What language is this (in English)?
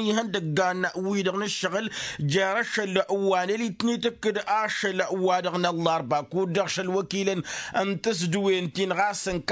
Tamasheq